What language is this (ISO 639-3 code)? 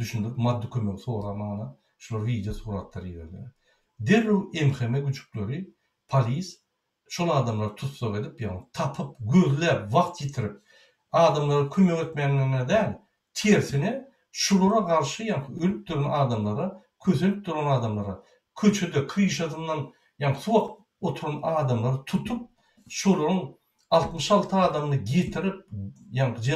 tuk